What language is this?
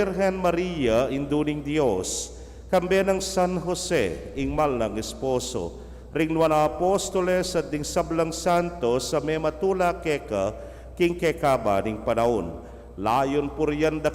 Pampanga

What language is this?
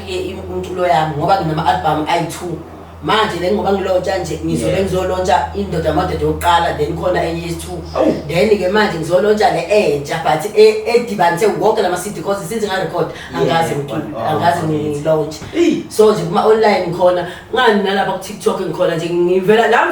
Zulu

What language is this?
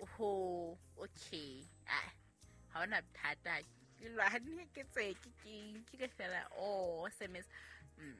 Southern Sotho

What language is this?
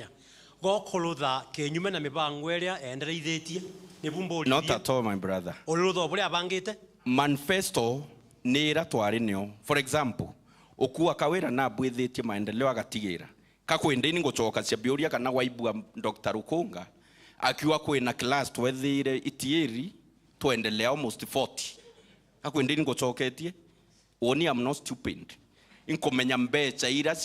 Meru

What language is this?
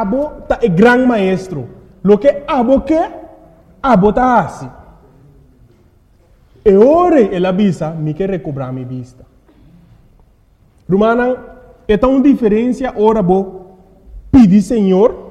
Papiamento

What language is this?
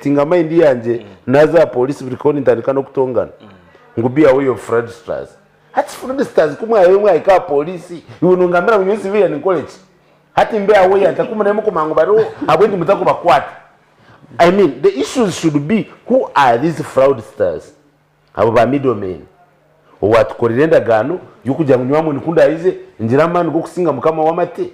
Nyankole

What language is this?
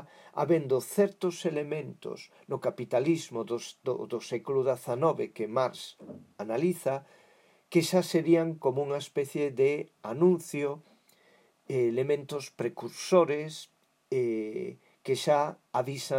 Galician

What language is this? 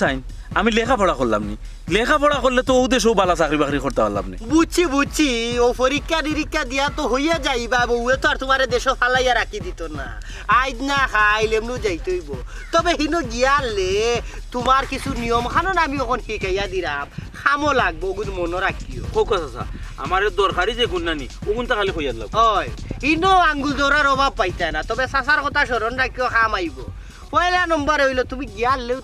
Sylheti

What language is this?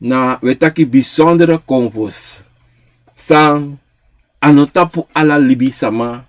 Sranan Tongo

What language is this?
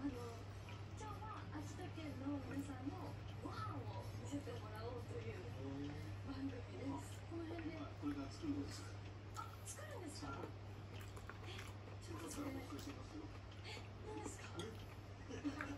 Japanese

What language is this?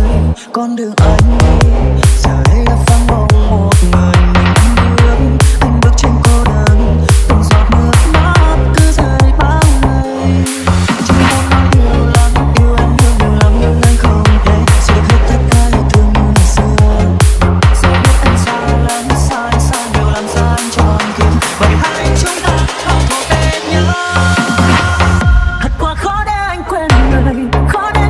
Vietnamese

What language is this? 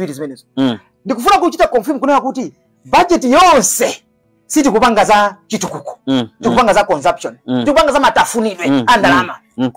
Nyanja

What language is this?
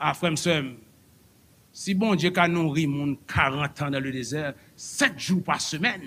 Haitian Creole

